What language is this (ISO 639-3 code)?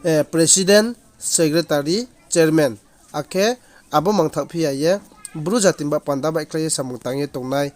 ria